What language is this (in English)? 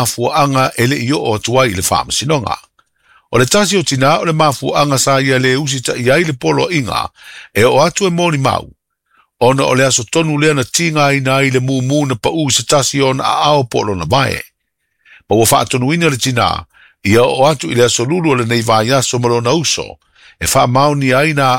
Samoan